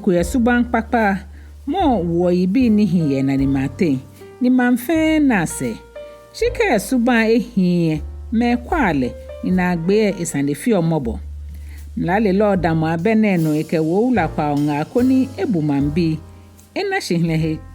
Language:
Ga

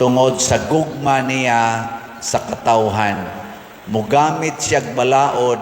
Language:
Cebuano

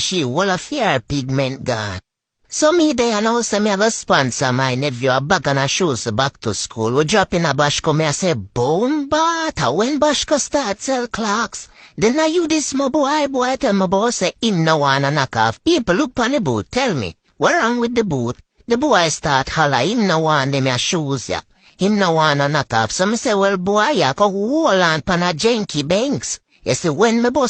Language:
Jamaican Creole English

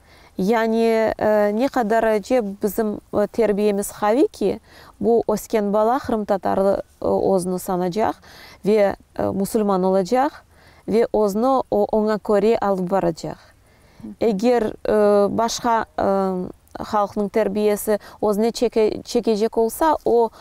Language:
Crimean Tatar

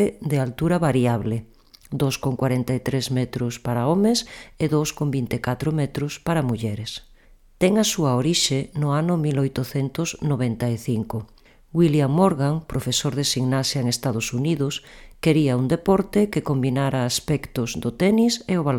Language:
Galician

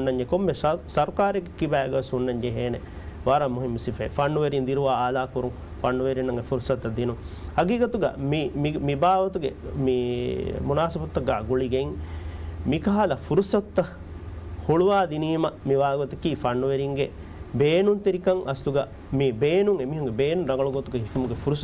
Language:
Divehi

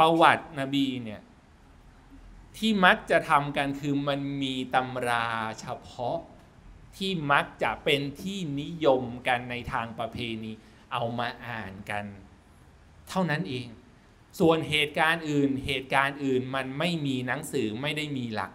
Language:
Thai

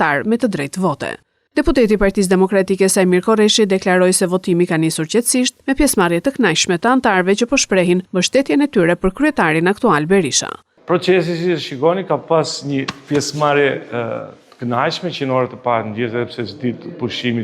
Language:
Albanian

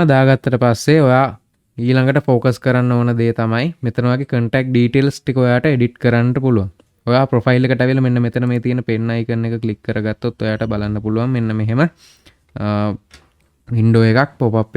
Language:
Sinhala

